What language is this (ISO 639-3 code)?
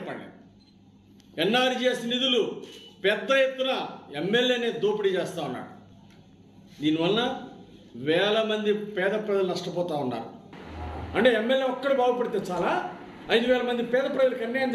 tel